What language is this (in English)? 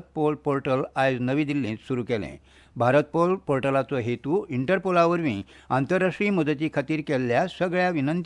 Konkani